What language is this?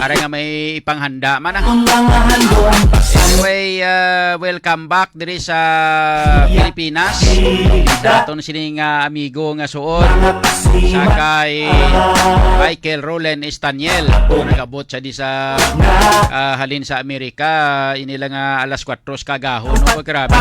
Hiligaynon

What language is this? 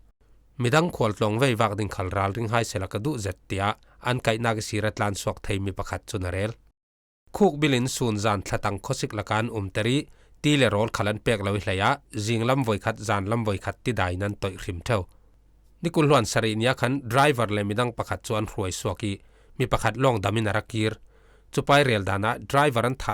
Falam Chin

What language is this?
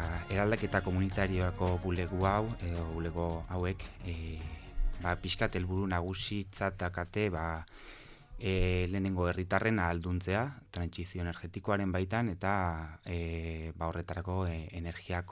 Basque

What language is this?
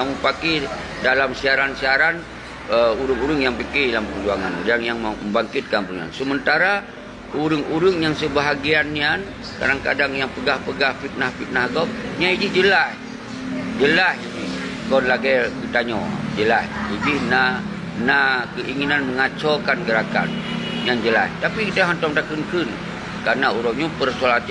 Achinese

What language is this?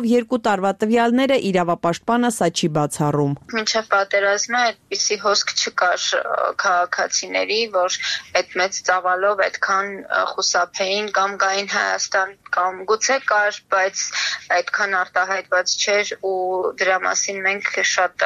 Armenian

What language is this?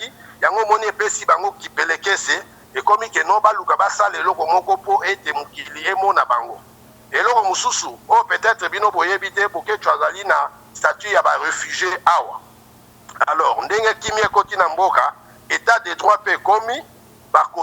Lingala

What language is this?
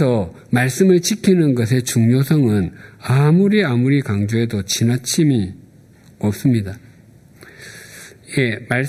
Korean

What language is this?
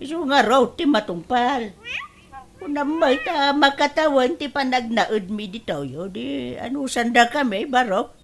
Iloko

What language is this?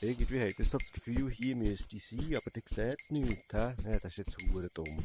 Swiss German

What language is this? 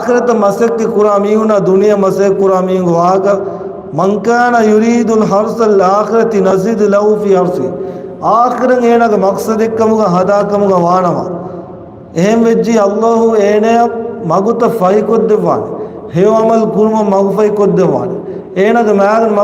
Divehi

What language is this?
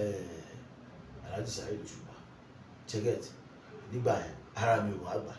Yoruba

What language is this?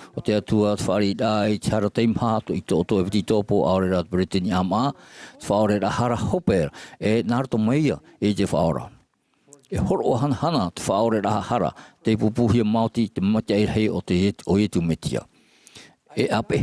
Tahitian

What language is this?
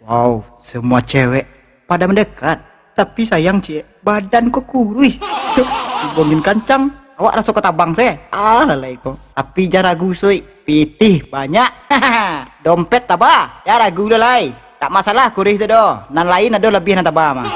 Minangkabau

